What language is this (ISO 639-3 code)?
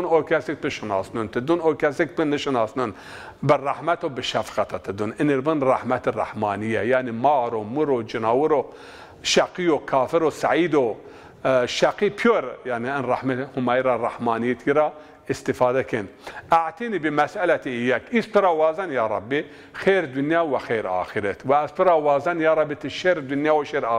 zza